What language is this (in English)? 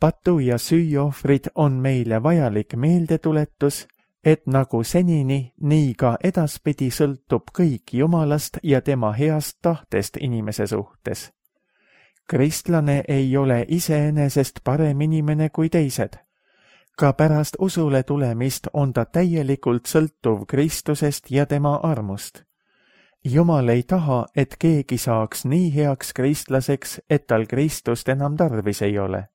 Estonian